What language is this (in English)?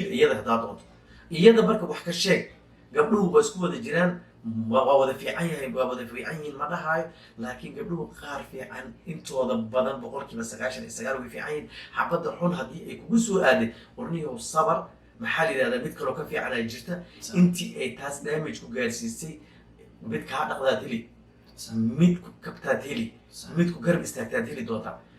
Somali